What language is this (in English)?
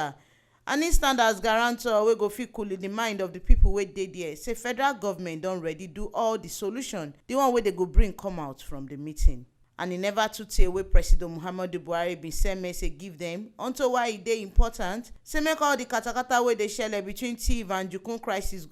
Nigerian Pidgin